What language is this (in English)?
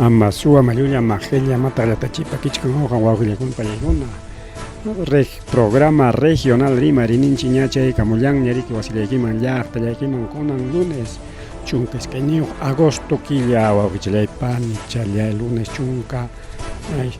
Ayacucho Quechua